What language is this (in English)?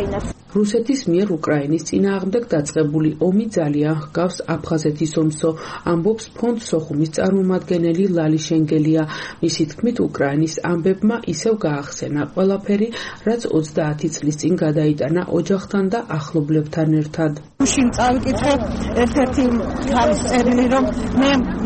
Georgian